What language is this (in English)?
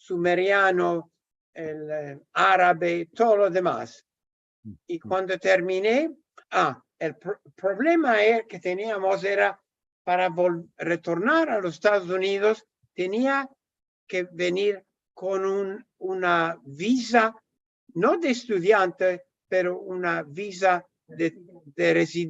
Ladino